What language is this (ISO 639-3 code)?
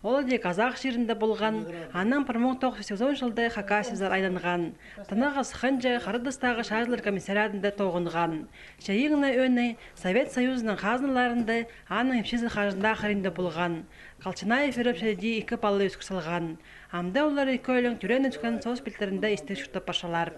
kjh